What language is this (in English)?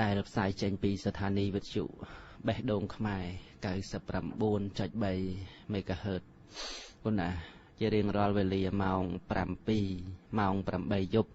Khmer